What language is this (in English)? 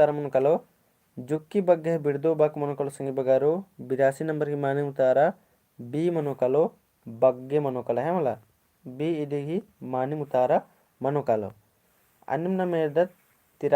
Kurukh